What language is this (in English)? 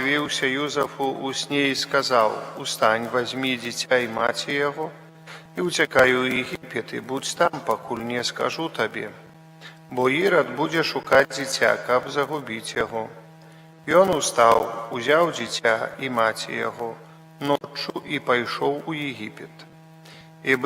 Belarusian